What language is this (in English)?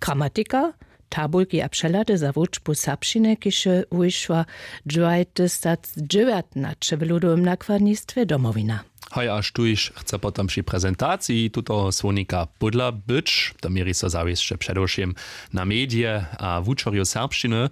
Upper Sorbian